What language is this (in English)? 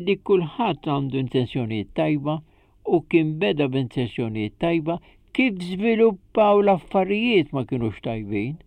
Maltese